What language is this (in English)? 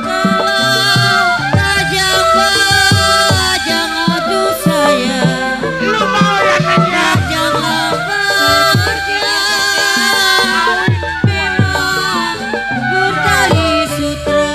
Betawi